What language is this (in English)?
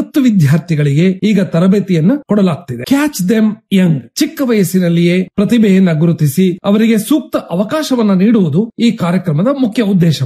Kannada